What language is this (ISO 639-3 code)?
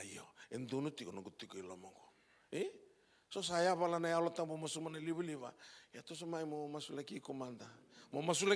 fij